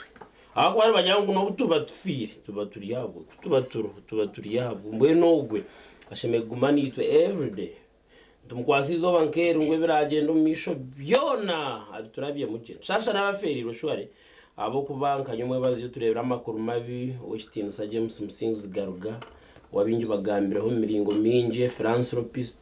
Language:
Nyankole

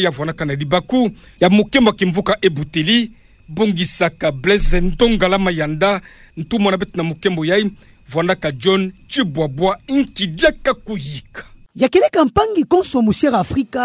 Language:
Kituba (Democratic Republic of Congo)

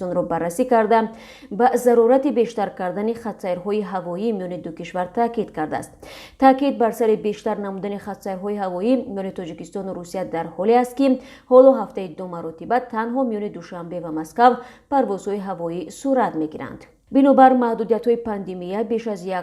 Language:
Tajik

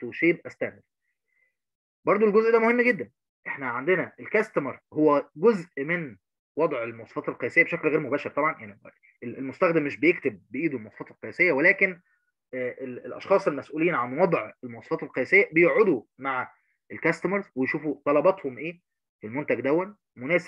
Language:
Egyptian Arabic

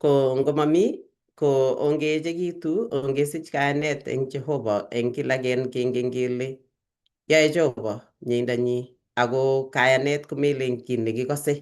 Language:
Kalenjin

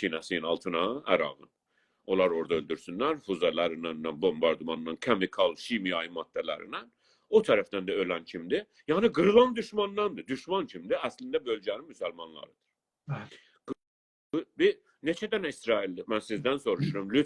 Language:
South Azerbaijani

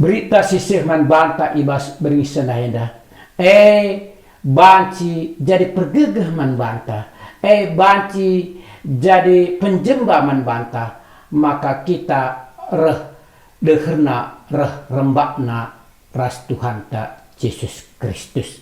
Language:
Batak Karo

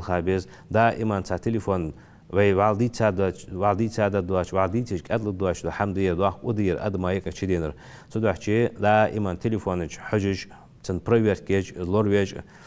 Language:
Ingush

